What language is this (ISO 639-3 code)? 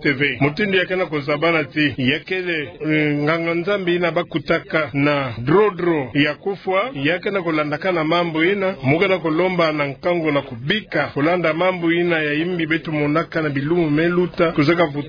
ktu